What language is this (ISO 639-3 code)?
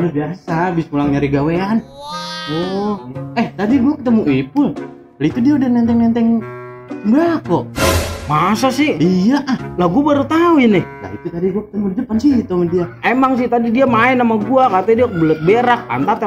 bew